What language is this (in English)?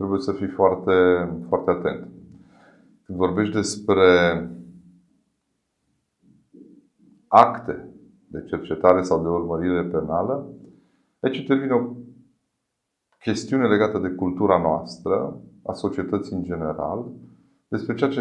Romanian